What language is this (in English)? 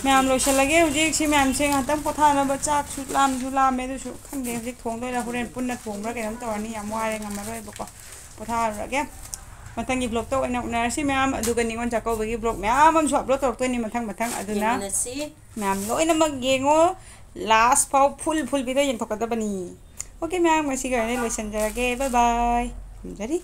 Manipuri